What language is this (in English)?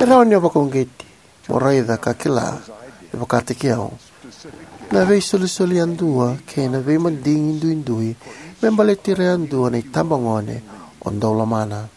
Fijian